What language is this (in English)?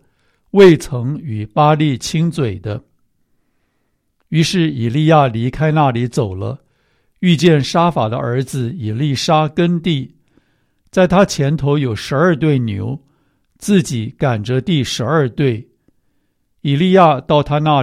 Chinese